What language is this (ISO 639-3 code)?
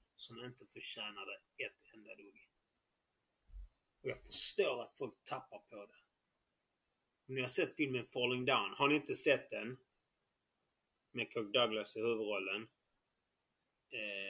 swe